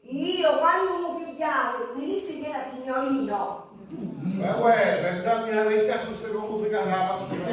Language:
Sicilian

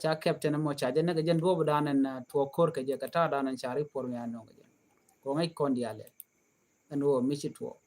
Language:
Nuer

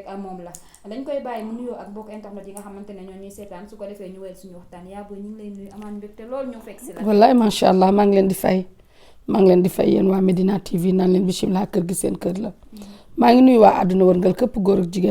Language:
Wolof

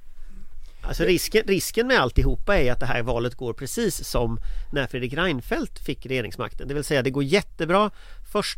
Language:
Swedish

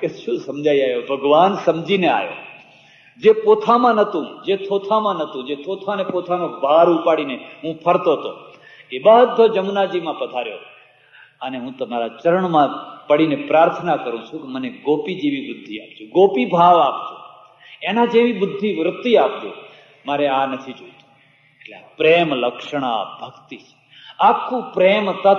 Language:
Gujarati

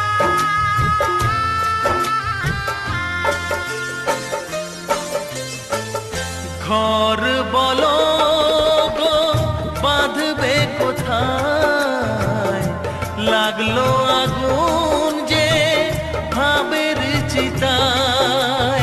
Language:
Bangla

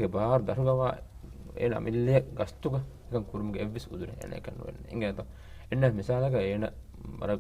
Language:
Divehi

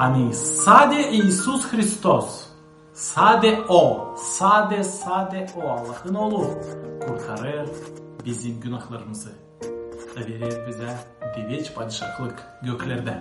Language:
Gagauz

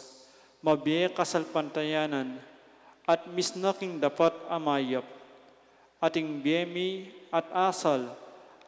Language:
Pampanga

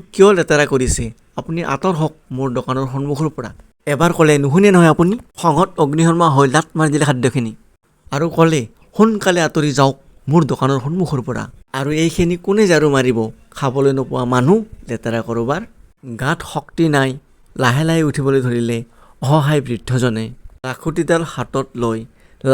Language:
Assamese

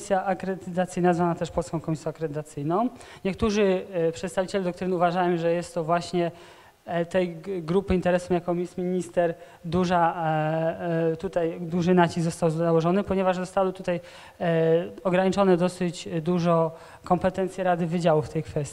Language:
Polish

